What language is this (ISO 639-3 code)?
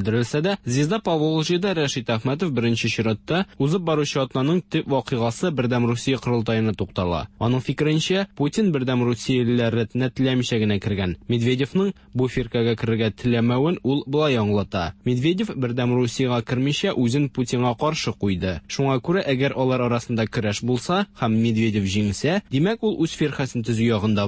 tat